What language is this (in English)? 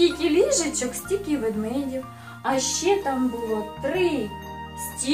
Ukrainian